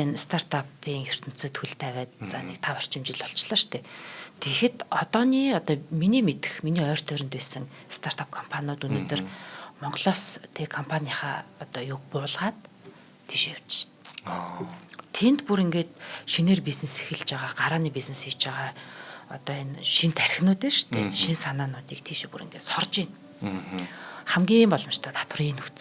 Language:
Mongolian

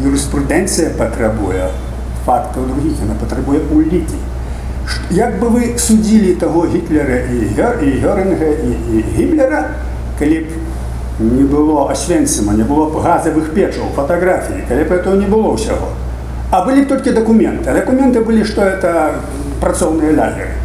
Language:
Belarusian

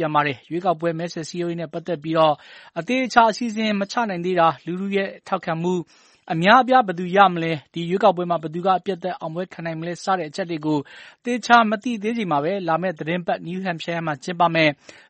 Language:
Burmese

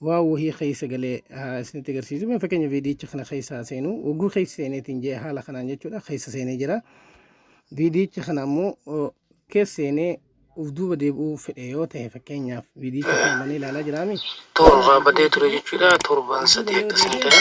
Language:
Oromo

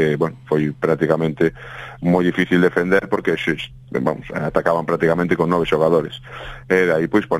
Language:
Galician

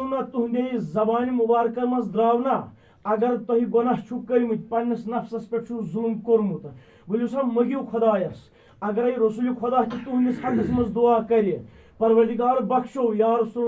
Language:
Kashmiri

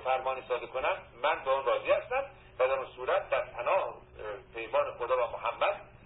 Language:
Persian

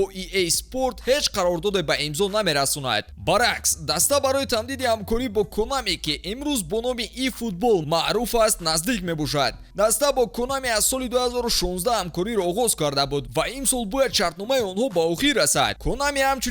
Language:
Tajik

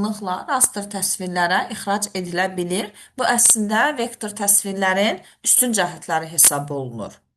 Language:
Azerbaijani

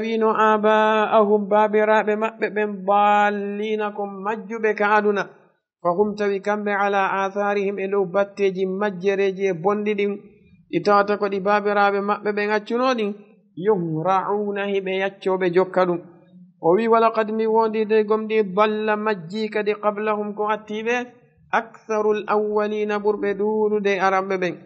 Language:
Fula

